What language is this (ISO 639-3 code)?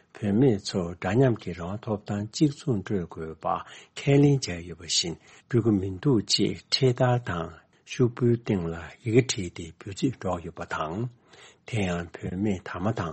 bod